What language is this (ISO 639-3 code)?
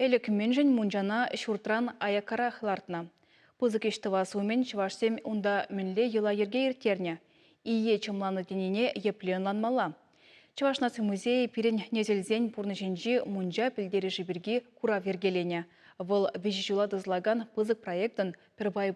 chv